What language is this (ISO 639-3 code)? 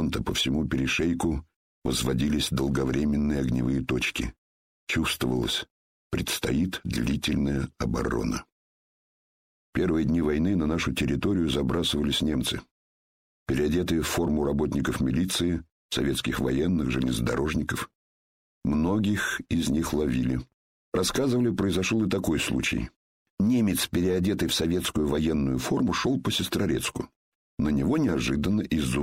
rus